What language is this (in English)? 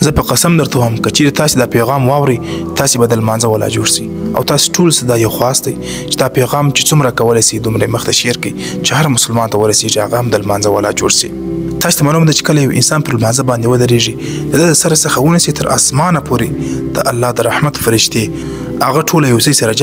Pashto